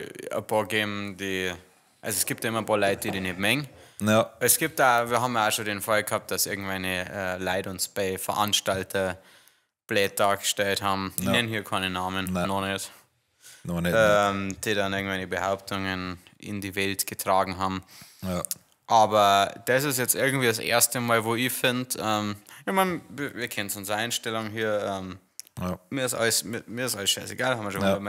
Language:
Bavarian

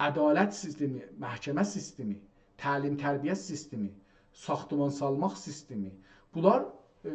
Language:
South Azerbaijani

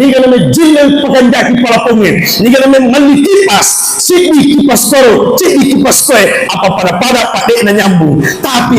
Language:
Buginese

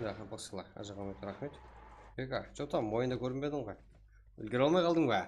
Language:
Kara-Kalpak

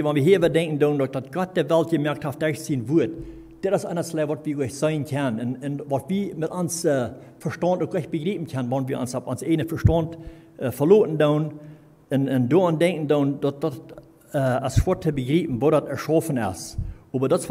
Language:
Plautdietsch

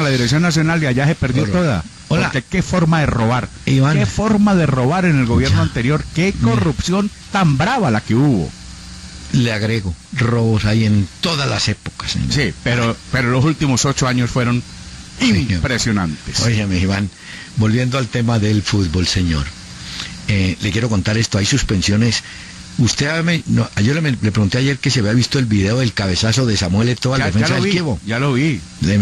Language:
Spanish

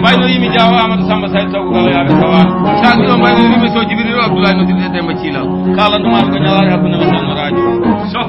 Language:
Fula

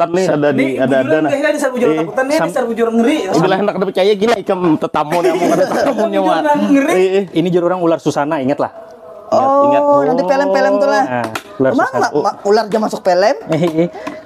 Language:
Banjar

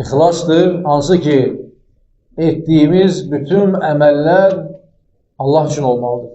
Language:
Azerbaijani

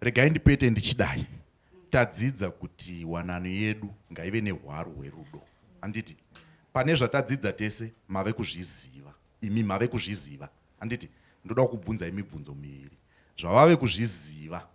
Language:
Shona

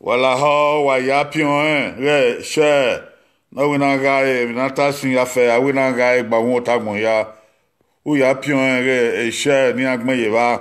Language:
Bini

